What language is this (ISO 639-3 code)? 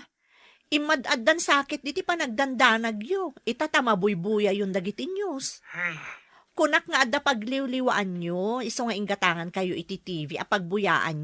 ilo